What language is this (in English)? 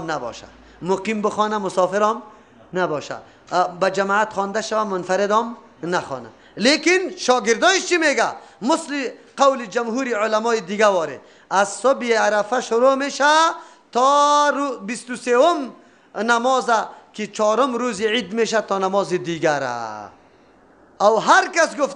Persian